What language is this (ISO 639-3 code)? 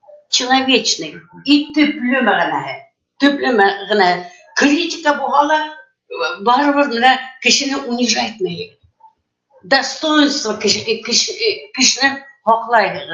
bak